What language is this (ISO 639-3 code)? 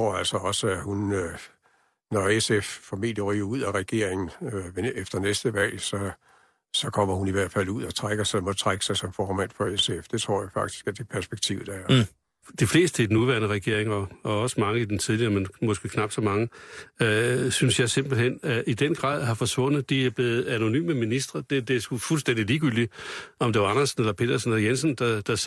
dan